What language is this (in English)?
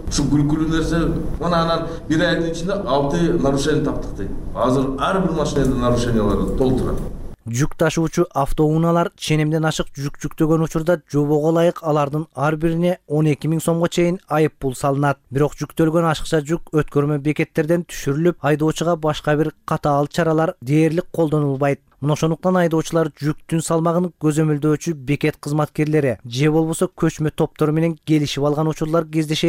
Kyrgyz